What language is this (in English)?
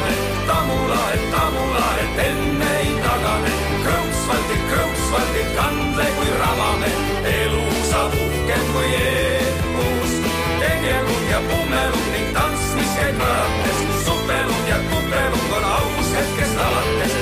Estonian